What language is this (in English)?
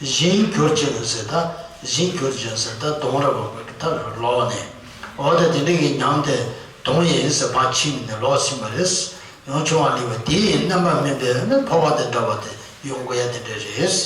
Tibetan